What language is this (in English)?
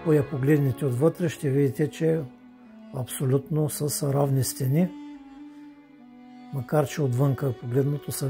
Bulgarian